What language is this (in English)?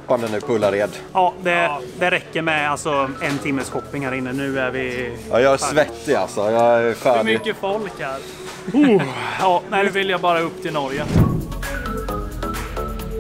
Swedish